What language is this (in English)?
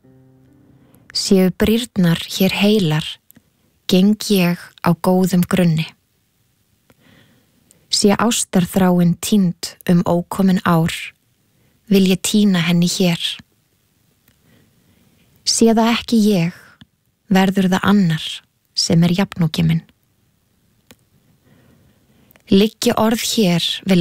Icelandic